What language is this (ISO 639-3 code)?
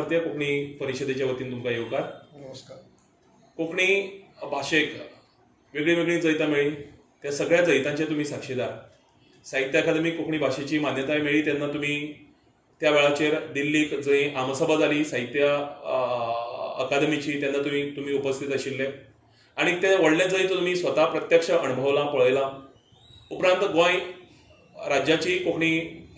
kok